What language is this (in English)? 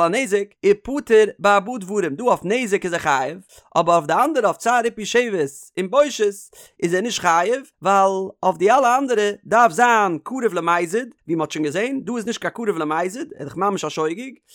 Yiddish